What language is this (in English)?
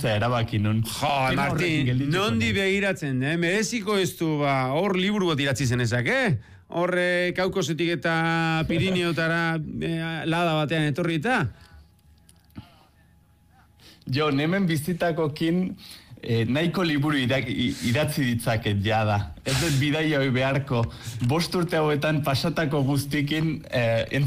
Basque